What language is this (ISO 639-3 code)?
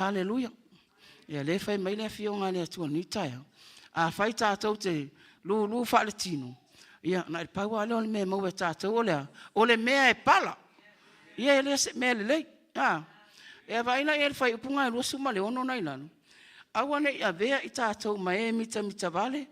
smo